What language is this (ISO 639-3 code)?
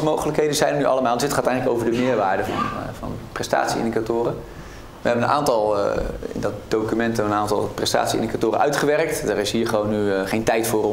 nld